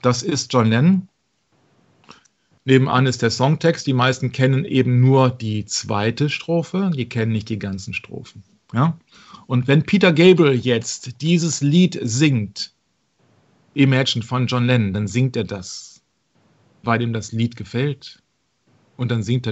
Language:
German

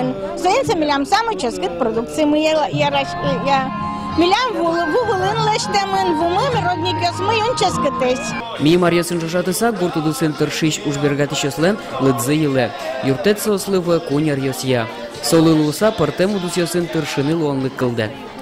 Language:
Udmurt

